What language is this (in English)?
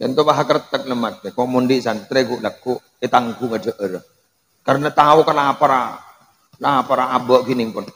Madurese